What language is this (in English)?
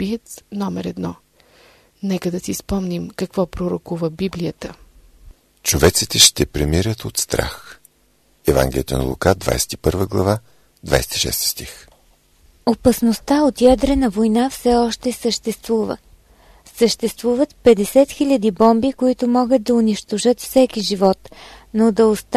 Bulgarian